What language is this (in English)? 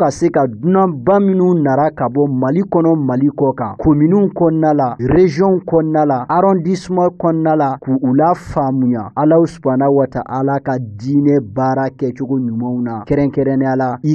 Bambara